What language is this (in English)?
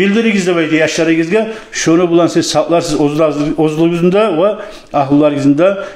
Kumyk